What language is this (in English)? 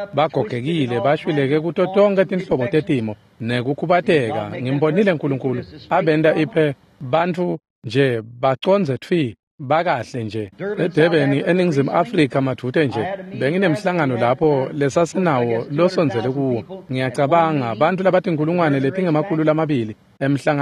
Swati